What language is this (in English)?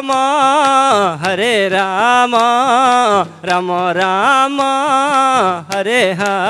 Hindi